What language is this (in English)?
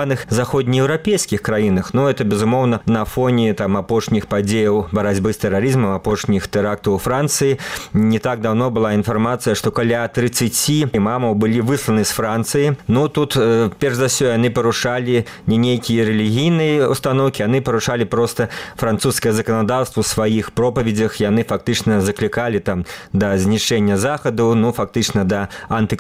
Belarusian